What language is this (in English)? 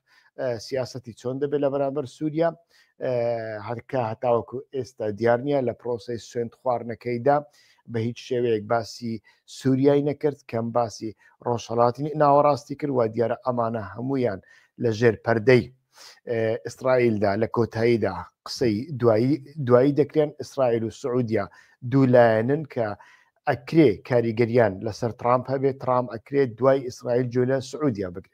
Central Kurdish